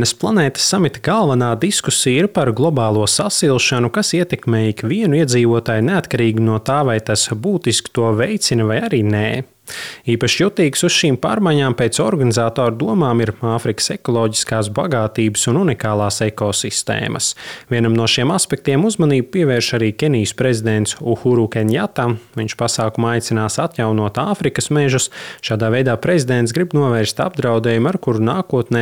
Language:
Latvian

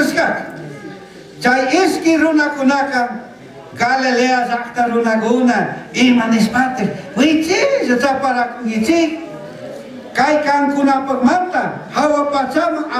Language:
Chimborazo Highland Quichua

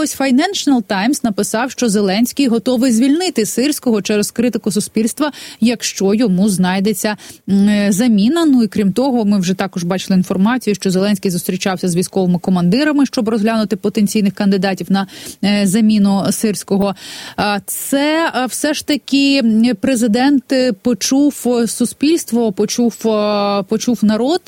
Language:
Ukrainian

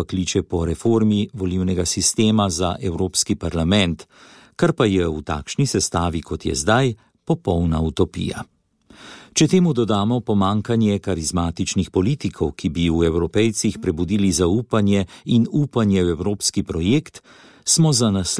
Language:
Slovenian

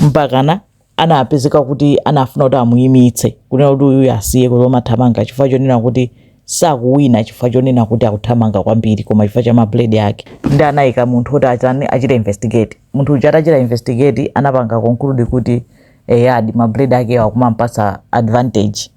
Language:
Nyanja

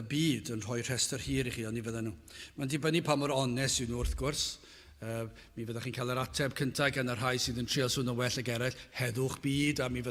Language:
Welsh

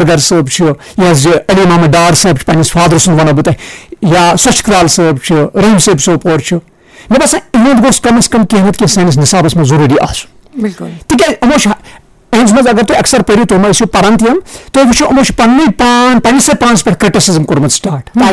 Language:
Kashmiri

